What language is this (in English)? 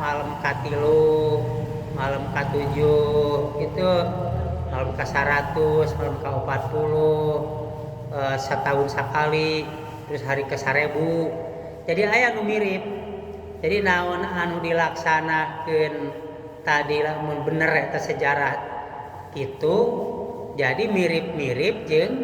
Sundanese